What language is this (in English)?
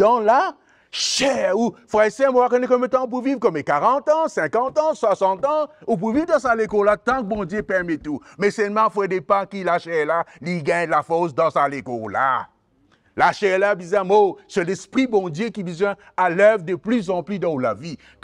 Morisyen